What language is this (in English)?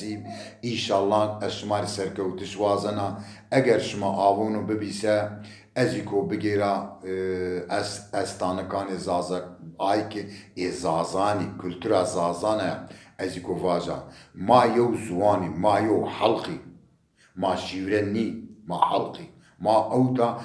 Zaza